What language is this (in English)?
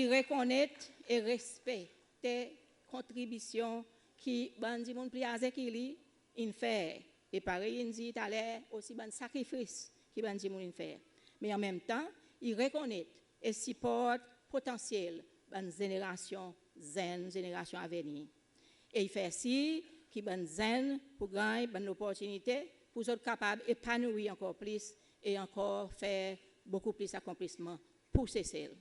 Seselwa Creole French